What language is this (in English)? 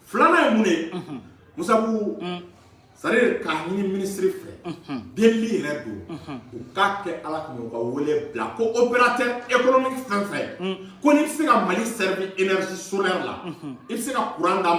Bambara